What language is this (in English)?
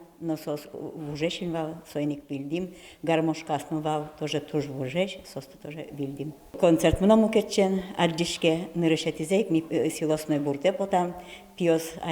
Udmurt